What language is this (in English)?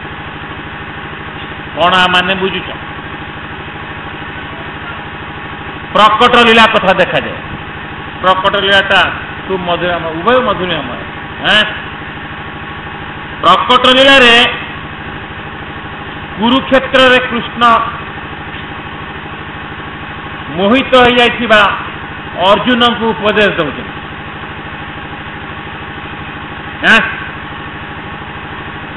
Odia